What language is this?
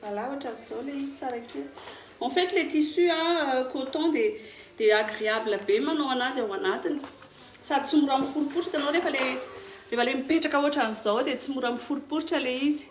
Malagasy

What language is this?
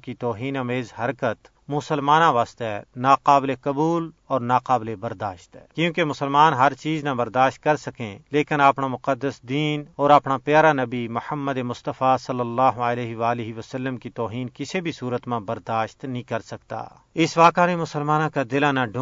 Gujari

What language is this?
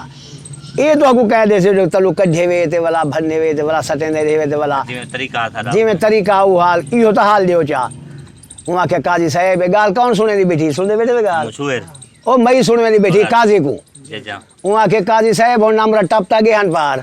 Saraiki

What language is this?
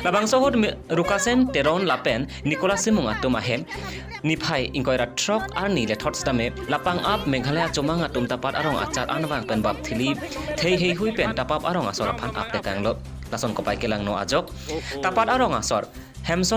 Karbi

